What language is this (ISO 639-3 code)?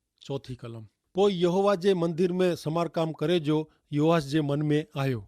kfr